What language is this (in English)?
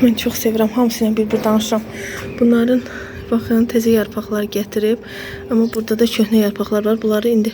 Azerbaijani